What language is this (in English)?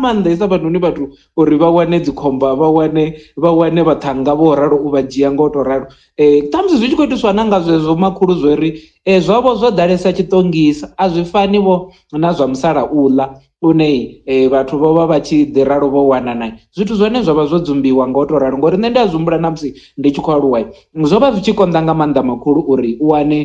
Venda